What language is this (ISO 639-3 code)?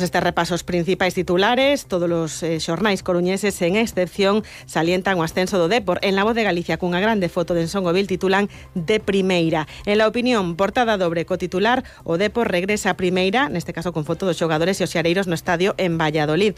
glg